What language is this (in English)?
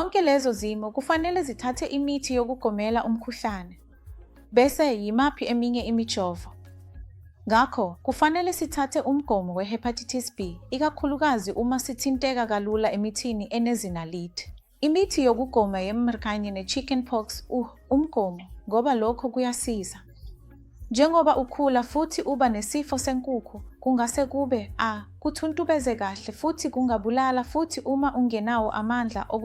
Zulu